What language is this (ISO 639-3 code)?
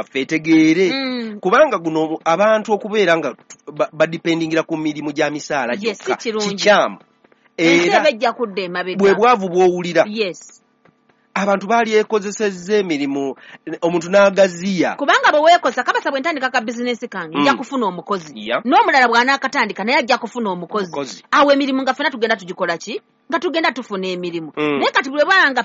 lug